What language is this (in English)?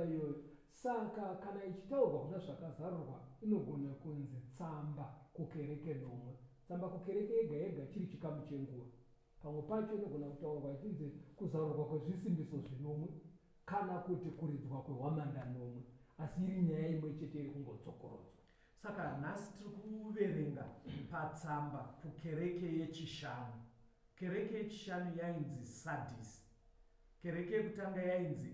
Shona